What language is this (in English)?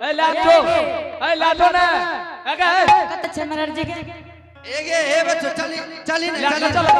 Angika